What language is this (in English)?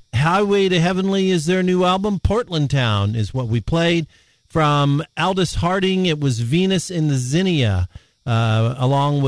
English